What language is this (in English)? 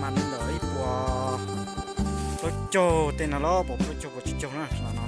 Hmong